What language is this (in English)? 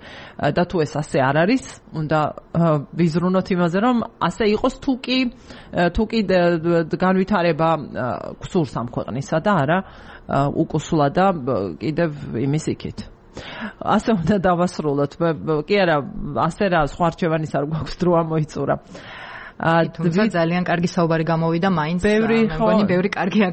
Georgian